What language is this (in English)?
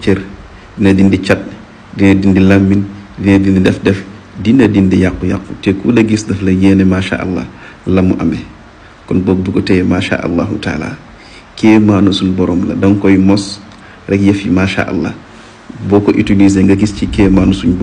Wolof